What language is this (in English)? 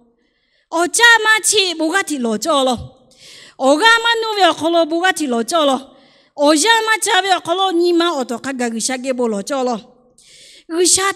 Lahu